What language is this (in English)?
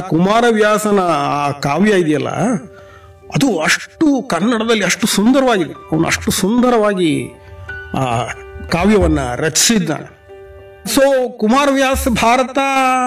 Kannada